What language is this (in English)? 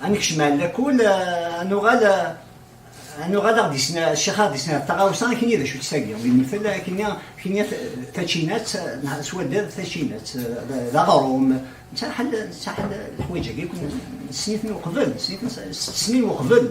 Kabyle